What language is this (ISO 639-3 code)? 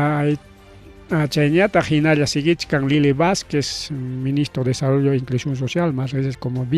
quy